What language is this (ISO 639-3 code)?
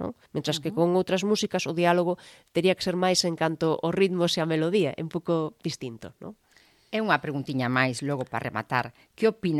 glg